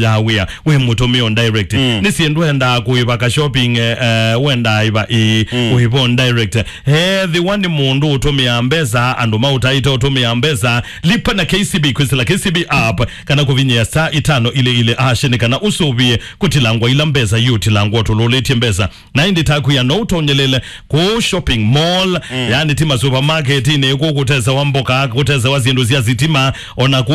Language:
Kamba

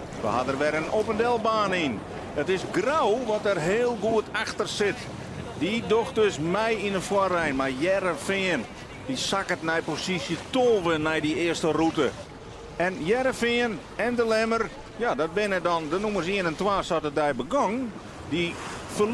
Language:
Western Frisian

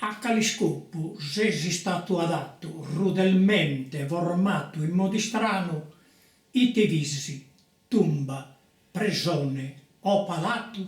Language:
Sardinian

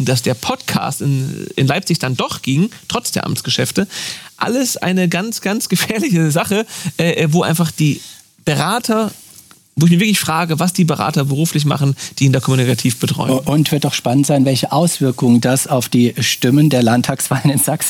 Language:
German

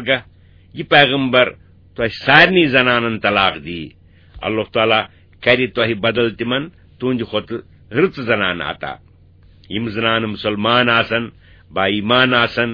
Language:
Kashmiri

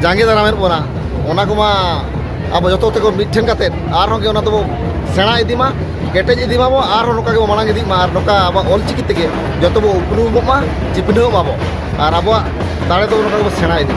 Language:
Santali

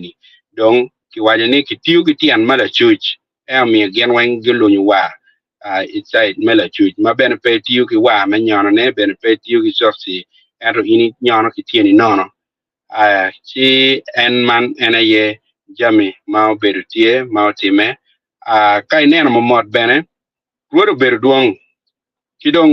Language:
Acoli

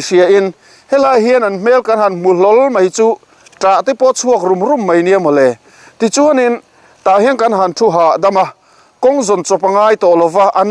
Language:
Mizo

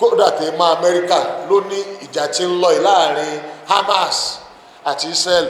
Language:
Yoruba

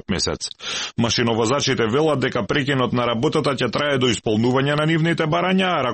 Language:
Macedonian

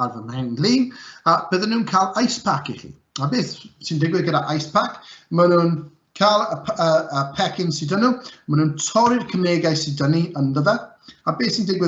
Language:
Welsh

